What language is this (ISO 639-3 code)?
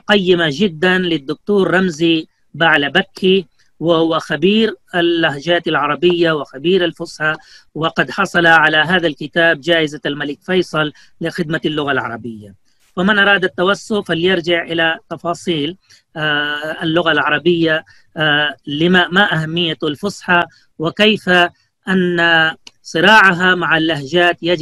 ara